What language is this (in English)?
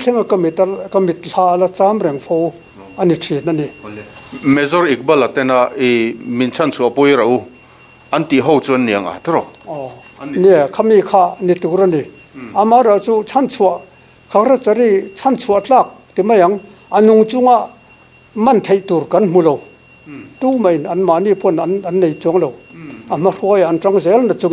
Mizo